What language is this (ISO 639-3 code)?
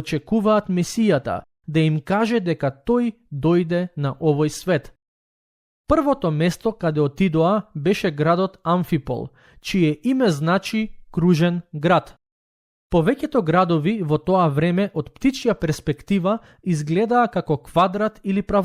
mkd